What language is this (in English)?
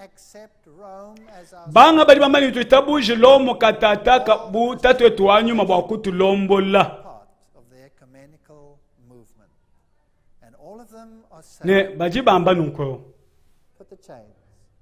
Luba-Lulua